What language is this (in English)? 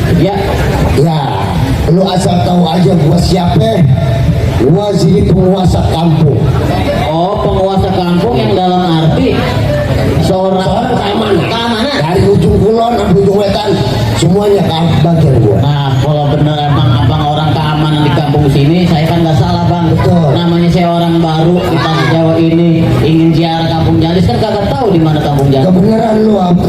Betawi